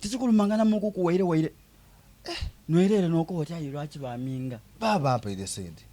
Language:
Soga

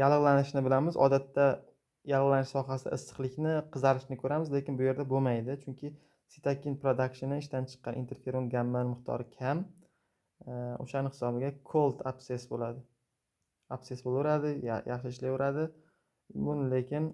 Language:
Uzbek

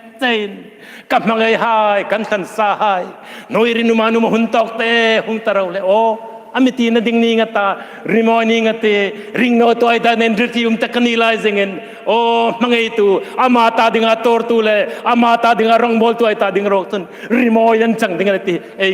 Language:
Hmar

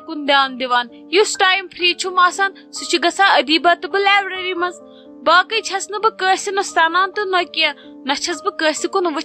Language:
Kashmiri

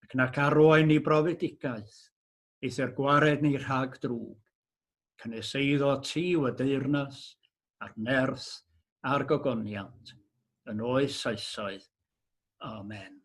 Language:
Welsh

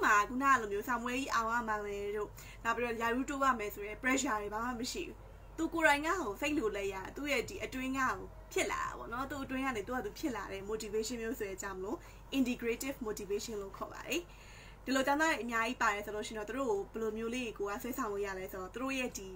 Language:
Burmese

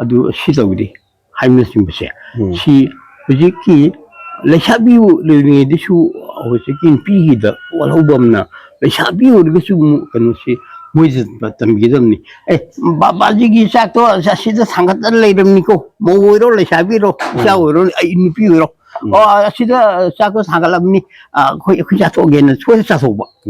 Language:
Manipuri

